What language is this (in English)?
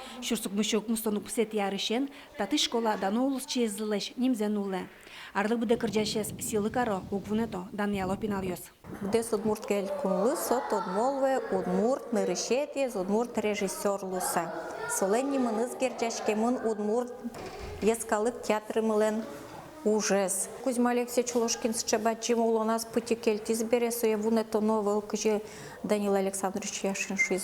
Udmurt